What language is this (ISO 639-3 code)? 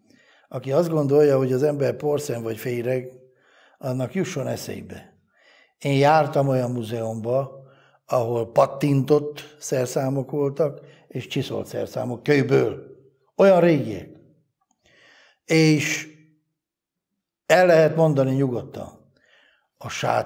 hun